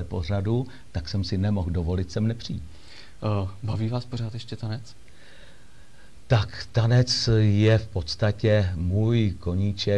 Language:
Czech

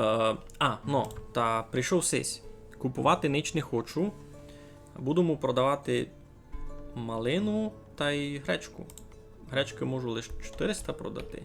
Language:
Rusyn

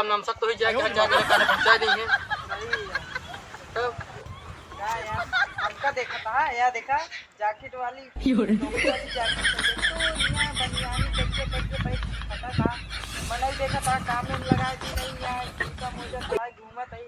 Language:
Awadhi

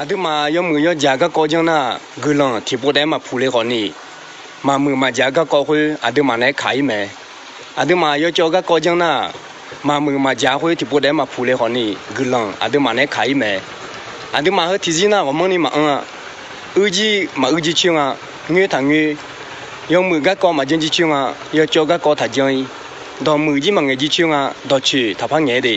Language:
Akha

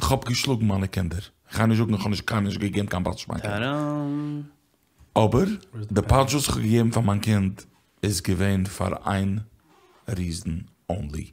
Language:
Yiddish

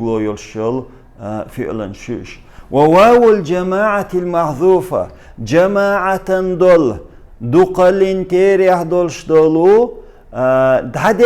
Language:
Chechen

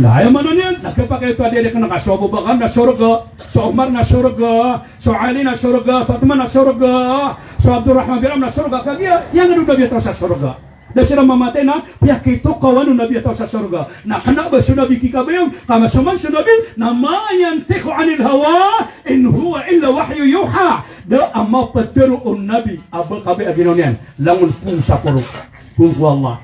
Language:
Maranao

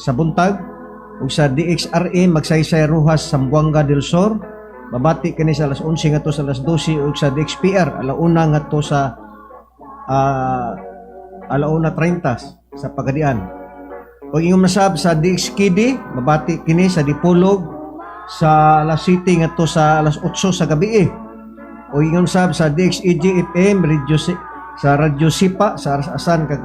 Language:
Cebuano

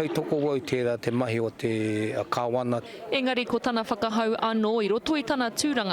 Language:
Māori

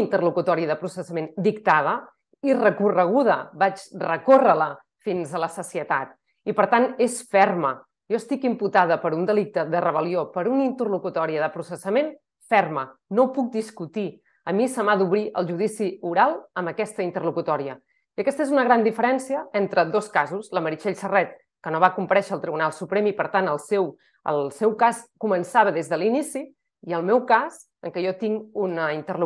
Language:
Catalan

